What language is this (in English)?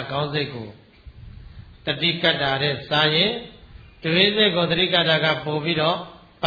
Burmese